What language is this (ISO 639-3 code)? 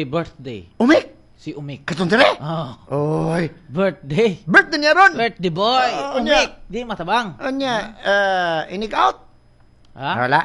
ceb